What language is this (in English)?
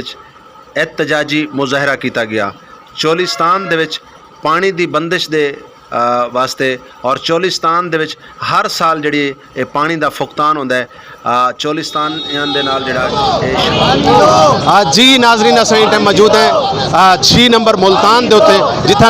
Saraiki